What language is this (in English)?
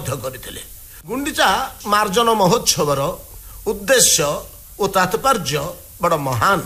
Odia